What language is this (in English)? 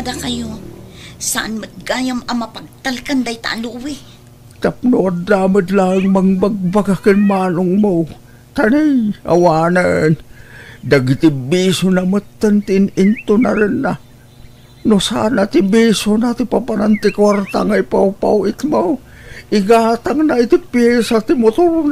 Iloko